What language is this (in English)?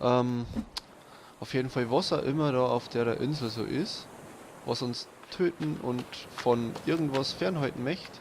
Bavarian